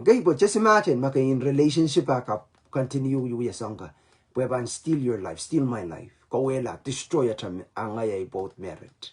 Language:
Pohnpeian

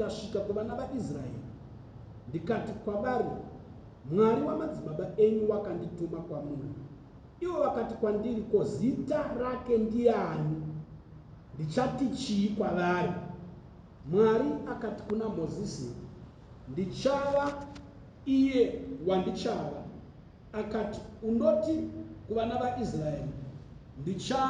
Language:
Shona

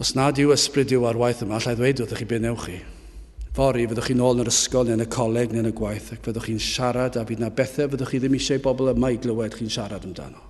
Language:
Welsh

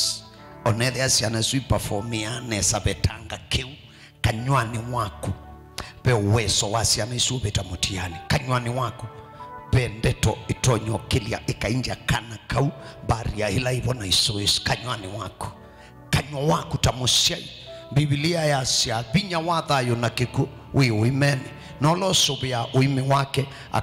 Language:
Kamba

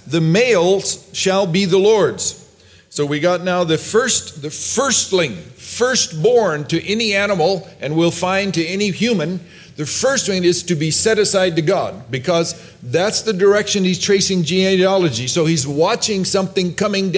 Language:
English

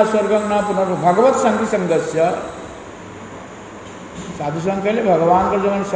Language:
Odia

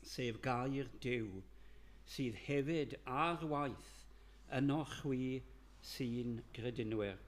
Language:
Welsh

